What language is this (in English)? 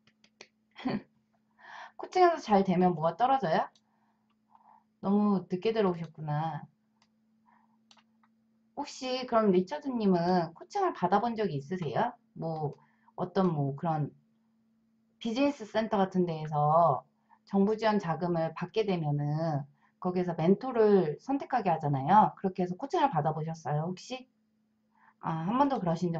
Korean